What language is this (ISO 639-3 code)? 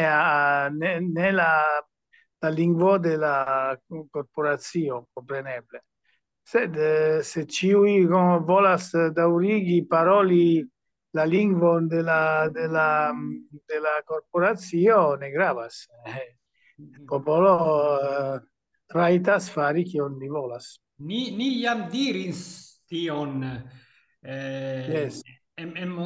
epo